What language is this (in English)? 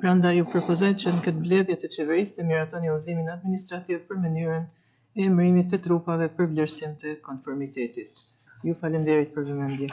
Albanian